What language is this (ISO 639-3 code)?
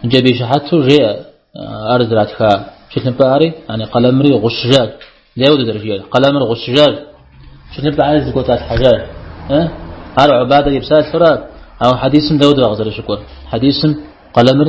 kbd